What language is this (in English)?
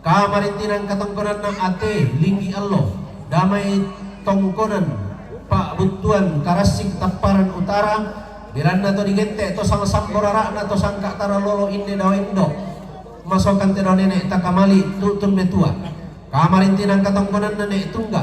Toraja-Sa'dan